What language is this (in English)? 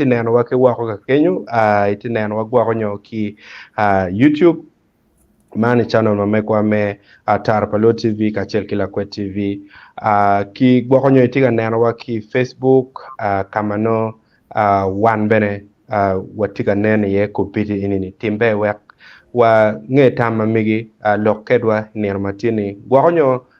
Acoli